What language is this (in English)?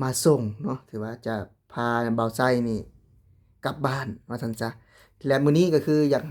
Lao